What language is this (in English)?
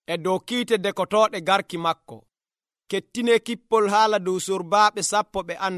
Nigerian Fulfulde